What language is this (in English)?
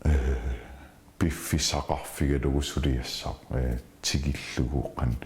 Kalaallisut